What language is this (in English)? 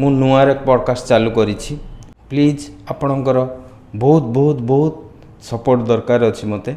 Odia